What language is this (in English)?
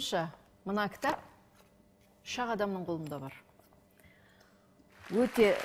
Kazakh